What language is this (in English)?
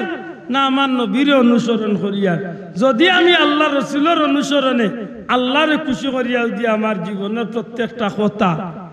Sylheti